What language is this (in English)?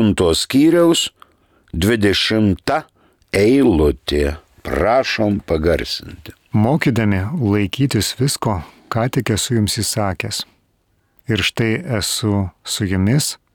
Lithuanian